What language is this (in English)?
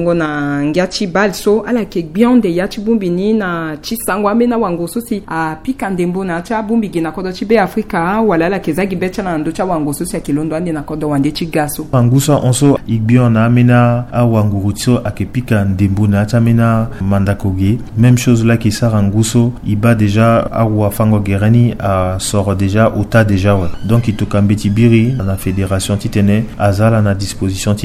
Sango